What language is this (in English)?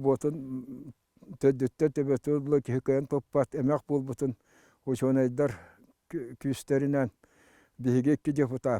Yakut